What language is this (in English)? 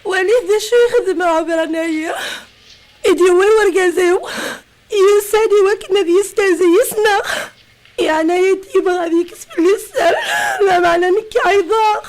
Kabyle